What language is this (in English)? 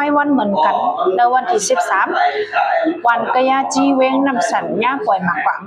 Shan